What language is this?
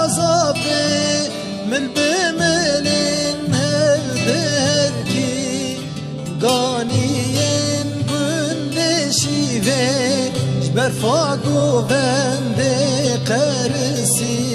Kurdish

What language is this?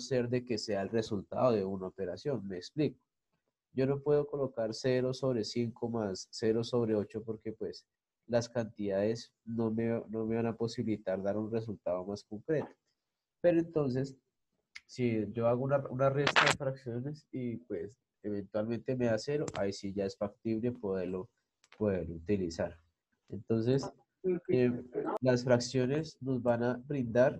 Spanish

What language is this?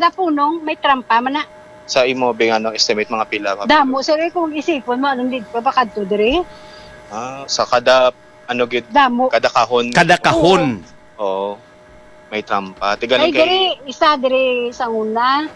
Hiligaynon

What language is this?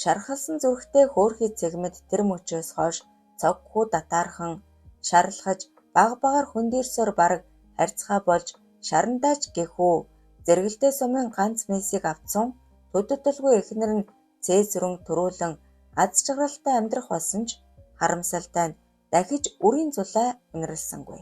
Mongolian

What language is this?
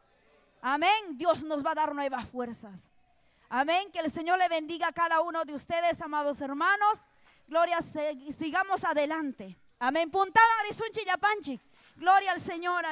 Ayacucho Quechua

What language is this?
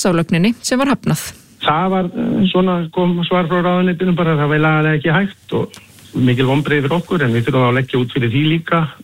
Icelandic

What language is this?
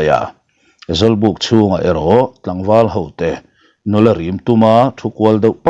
Mizo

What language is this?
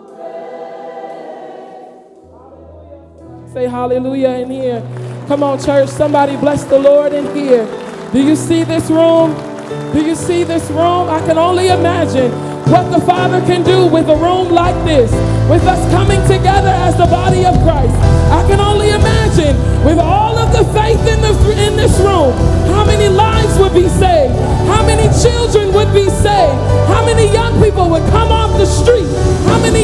English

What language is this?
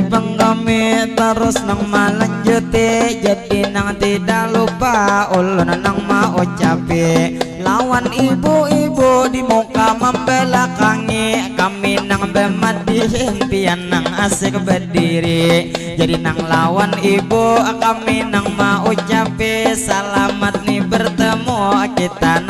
Banjar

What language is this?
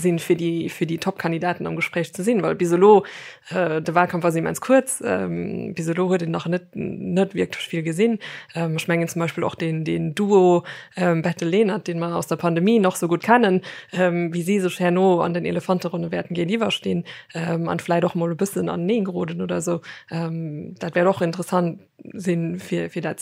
Luxembourgish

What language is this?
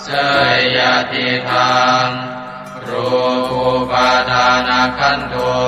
Pali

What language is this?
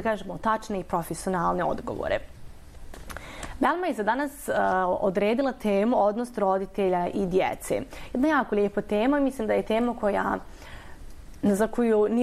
Bosnian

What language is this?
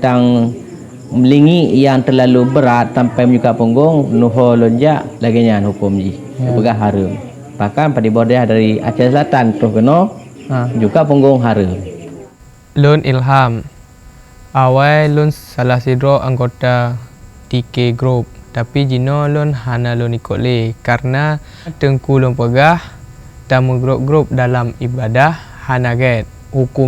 Achinese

